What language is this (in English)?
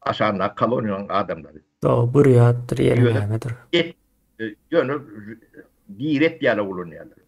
Turkmen